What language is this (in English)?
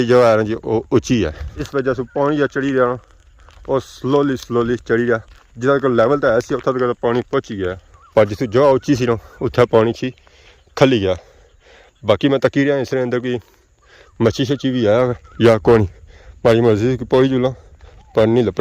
Pahari-Potwari